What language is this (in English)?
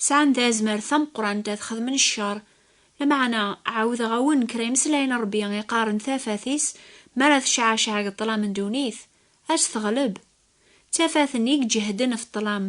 Kabyle